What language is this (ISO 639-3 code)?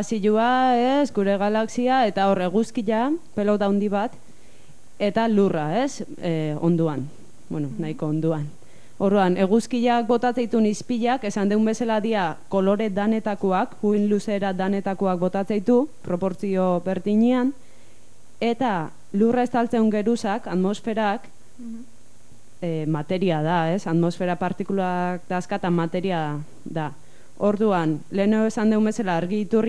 eus